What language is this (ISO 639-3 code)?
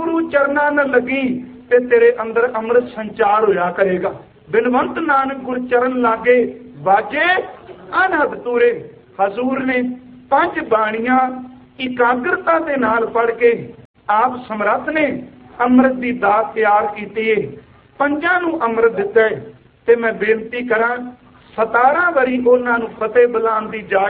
pan